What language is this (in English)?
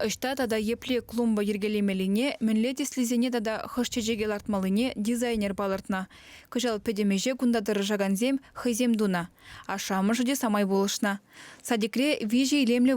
Chuvash